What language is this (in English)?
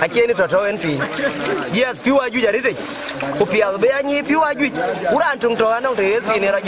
Dinka